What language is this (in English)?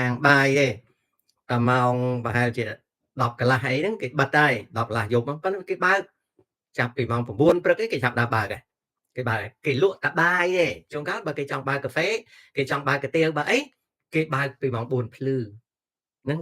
Khmer